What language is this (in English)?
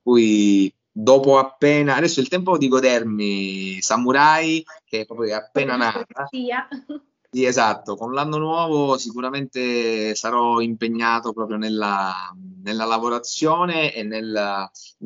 Italian